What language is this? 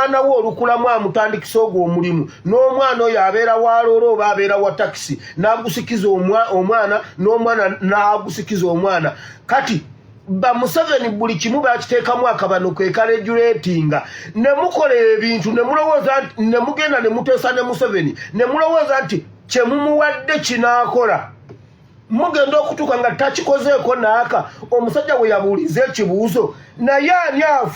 Ganda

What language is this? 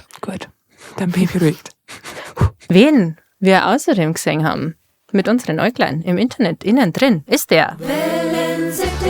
Bavarian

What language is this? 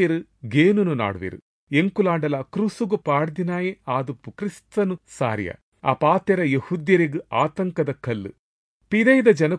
Tulu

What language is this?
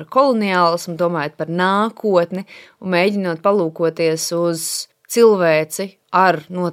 Latvian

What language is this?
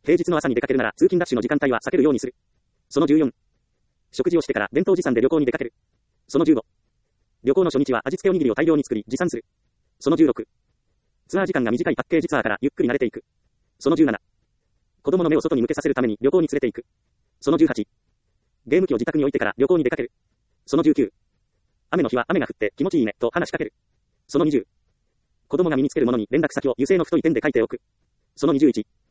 Japanese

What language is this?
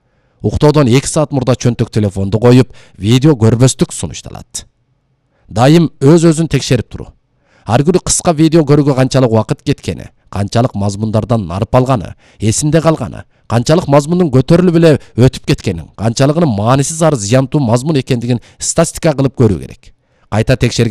Kyrgyz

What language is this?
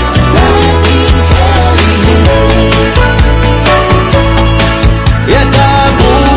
Danish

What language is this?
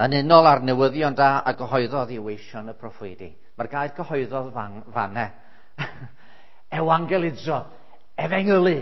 Welsh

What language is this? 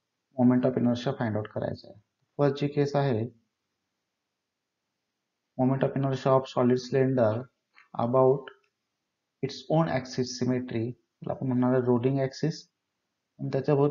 Marathi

